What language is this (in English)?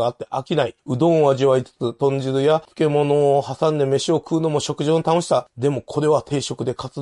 Japanese